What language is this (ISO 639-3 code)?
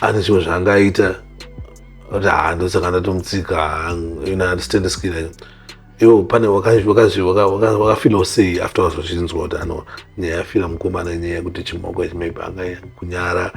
sna